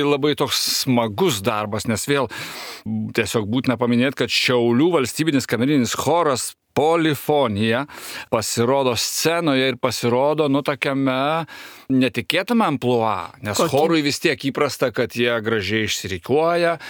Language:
Lithuanian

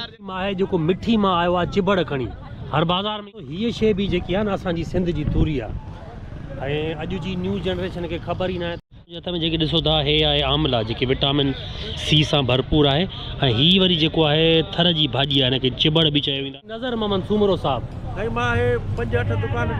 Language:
Sindhi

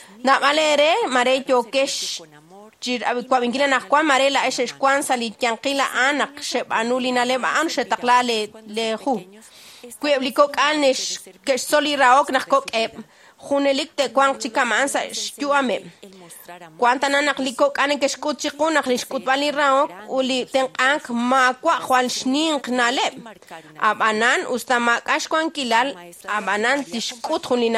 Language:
Kekchí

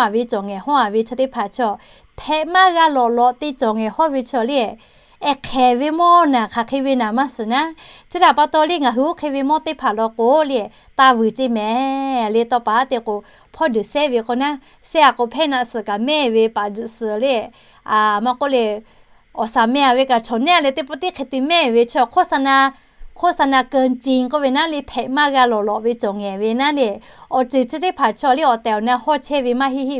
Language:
Lahu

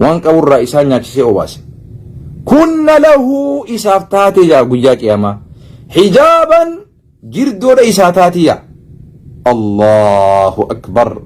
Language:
Oromo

